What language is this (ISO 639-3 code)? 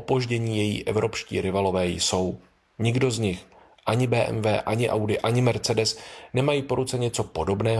ces